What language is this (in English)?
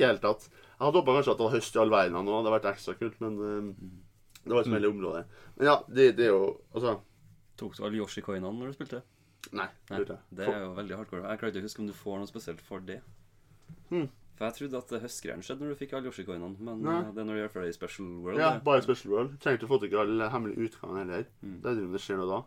Norwegian